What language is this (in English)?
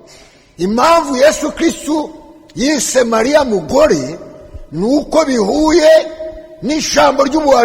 Kinyarwanda